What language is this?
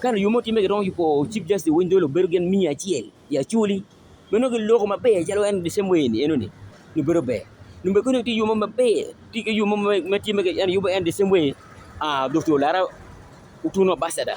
Acoli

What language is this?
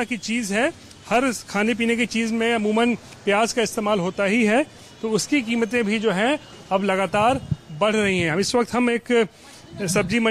Hindi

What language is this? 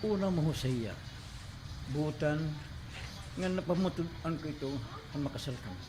Waray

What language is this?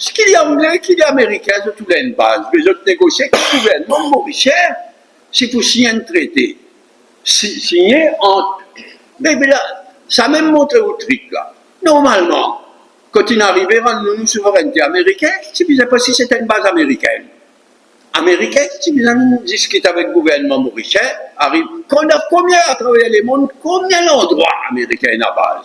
Morisyen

